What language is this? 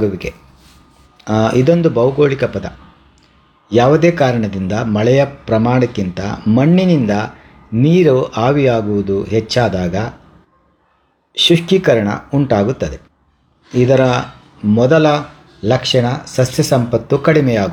Kannada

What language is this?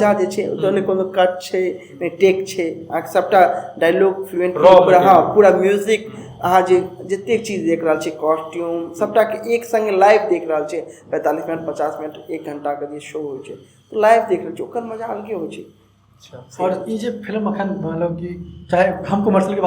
Maithili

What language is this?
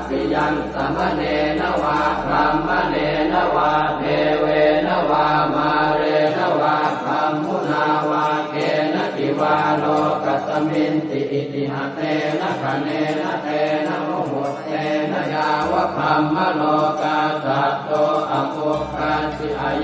Pali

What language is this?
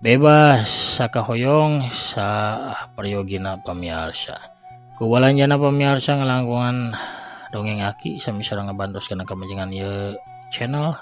Sundanese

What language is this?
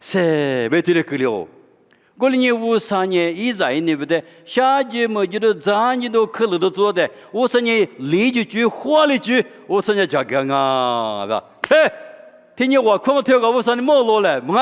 Lisu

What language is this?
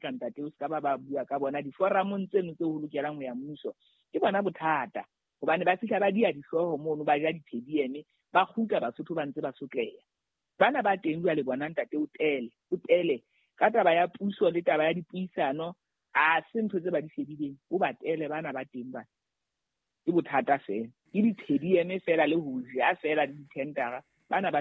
Southern Sotho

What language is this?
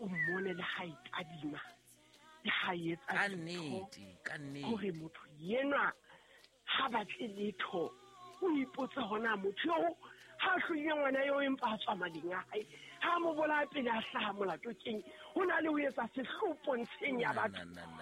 Southern Sotho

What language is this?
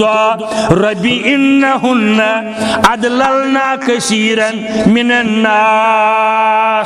Kashmiri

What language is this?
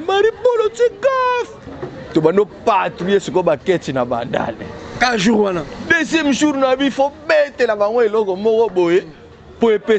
Lingala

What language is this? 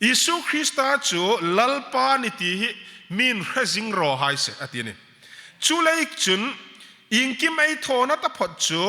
Hmar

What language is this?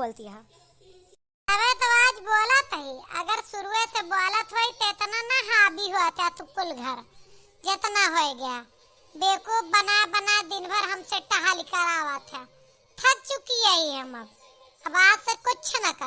Awadhi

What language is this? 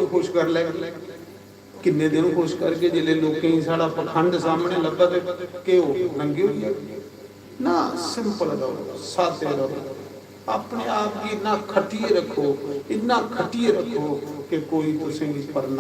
Dogri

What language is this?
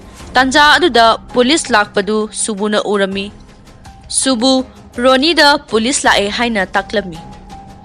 Manipuri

